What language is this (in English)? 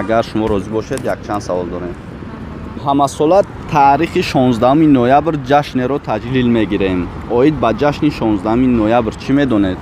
Tajik